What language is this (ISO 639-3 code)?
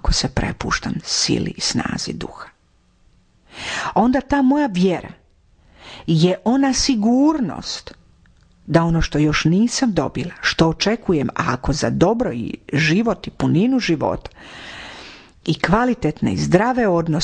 hrv